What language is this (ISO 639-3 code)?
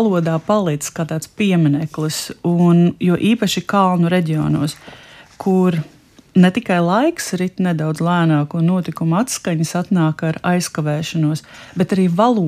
lav